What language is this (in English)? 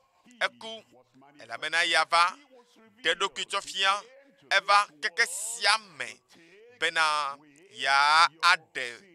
Ewe